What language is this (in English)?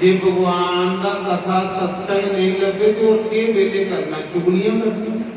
Dogri